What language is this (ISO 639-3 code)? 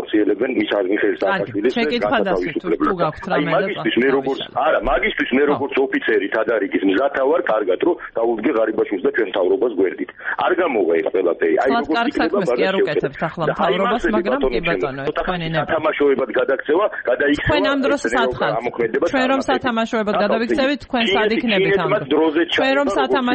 kat